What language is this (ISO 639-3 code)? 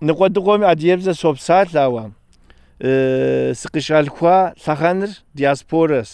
kbd